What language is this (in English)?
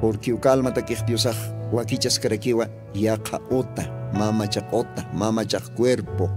Aymara